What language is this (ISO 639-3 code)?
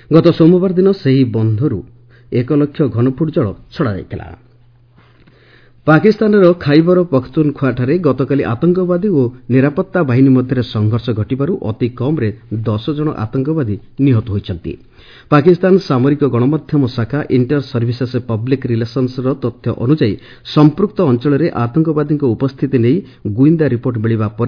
ori